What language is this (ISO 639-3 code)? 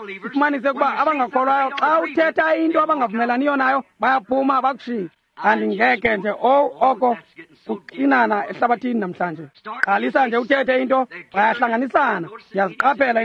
xho